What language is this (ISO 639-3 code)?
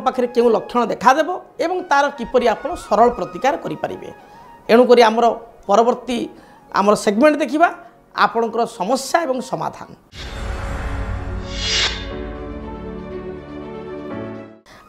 ori